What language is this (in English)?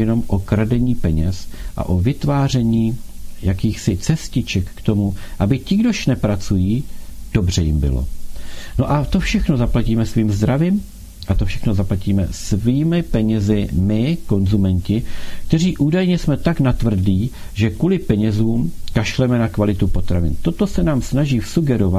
Czech